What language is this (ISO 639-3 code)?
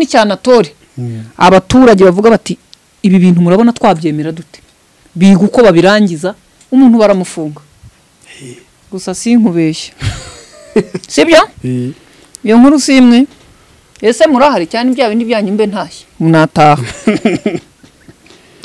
kin